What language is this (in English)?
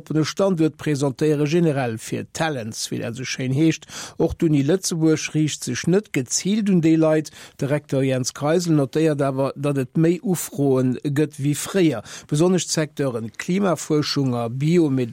Luxembourgish